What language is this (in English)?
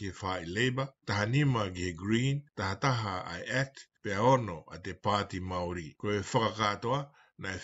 Tongan